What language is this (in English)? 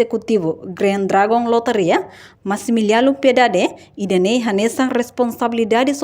Tetum